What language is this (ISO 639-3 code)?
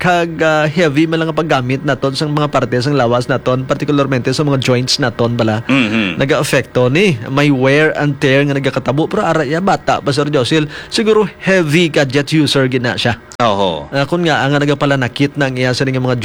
hil